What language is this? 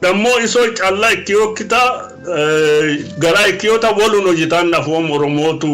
Sidamo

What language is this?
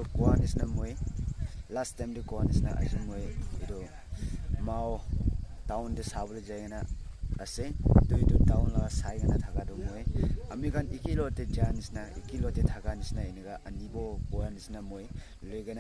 Naga Pidgin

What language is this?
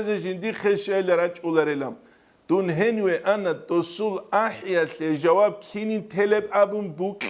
Avaric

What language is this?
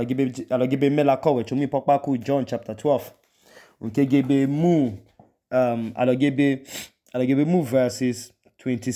Idoma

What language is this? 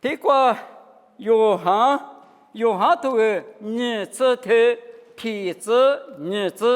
Lisu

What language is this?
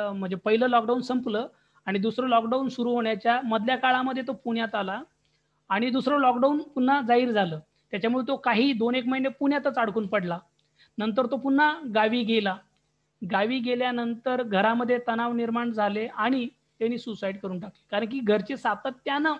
Marathi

